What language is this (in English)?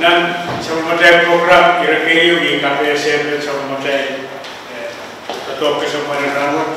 Pohnpeian